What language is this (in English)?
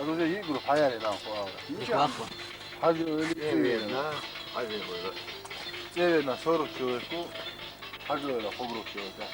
Chechen